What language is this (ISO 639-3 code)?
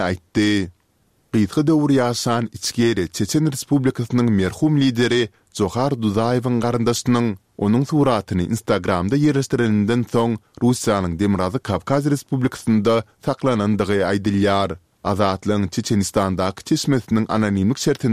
tuk